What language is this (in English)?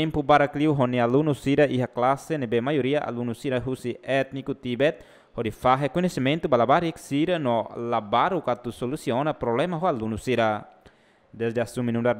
Tetum